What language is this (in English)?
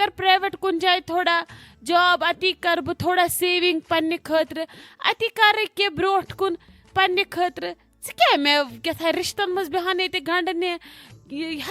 Kashmiri